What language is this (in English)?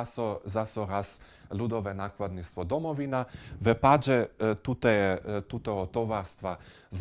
Upper Sorbian